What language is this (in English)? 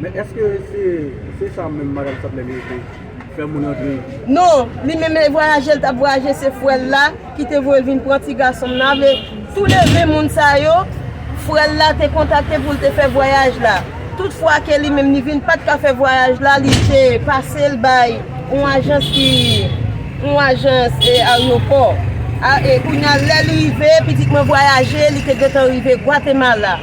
Haitian Creole